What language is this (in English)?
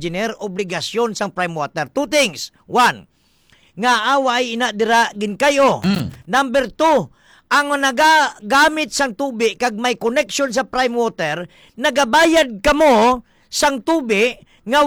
Hiligaynon